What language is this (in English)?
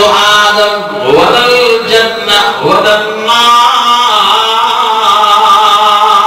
Sindhi